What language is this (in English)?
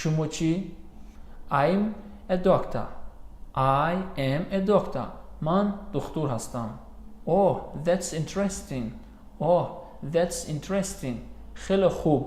Tajik